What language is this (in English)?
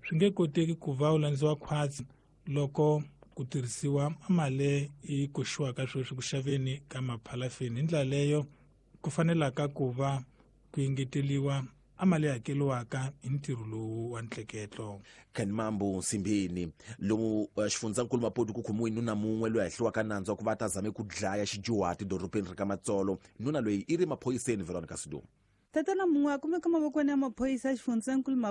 Tsonga